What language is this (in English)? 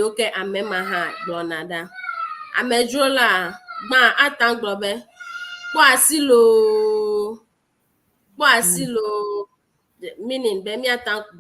Ewe